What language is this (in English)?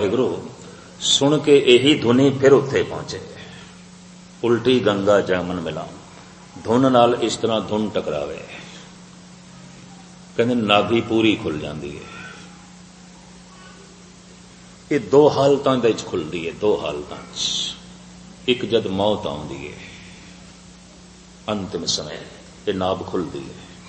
Punjabi